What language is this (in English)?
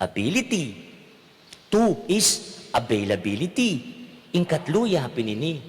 Pampanga